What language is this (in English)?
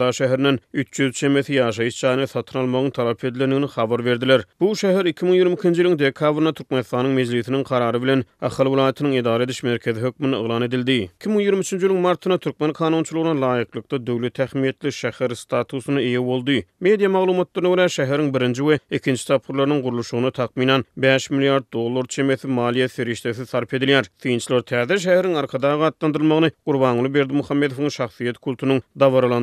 Turkmen